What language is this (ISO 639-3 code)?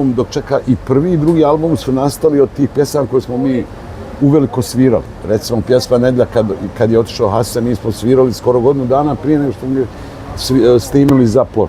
bos